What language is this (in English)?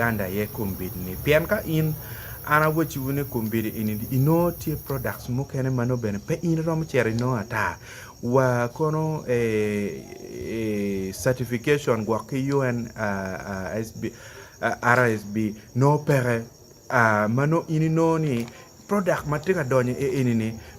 Acoli